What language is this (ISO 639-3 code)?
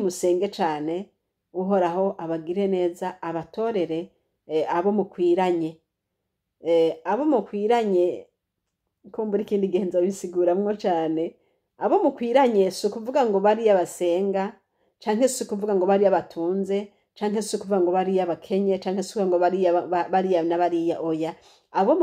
run